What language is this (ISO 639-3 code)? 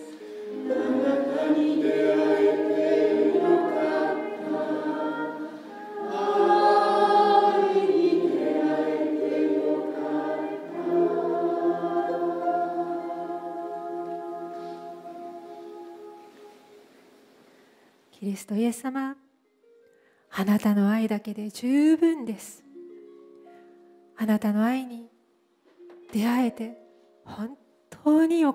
jpn